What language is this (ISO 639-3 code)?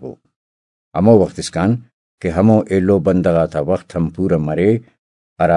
brh